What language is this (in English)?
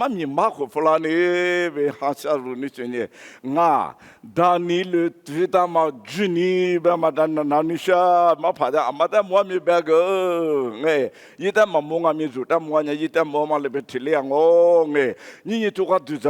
Lisu